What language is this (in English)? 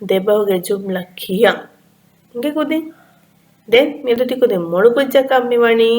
Divehi